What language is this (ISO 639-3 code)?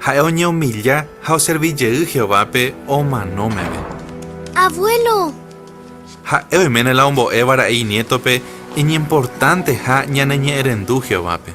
grn